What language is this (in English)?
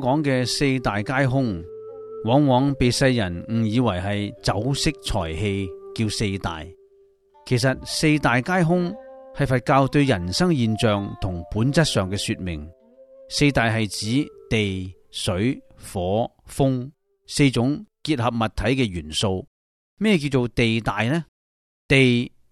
Cantonese